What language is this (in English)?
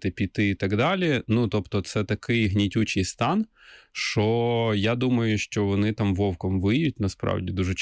Ukrainian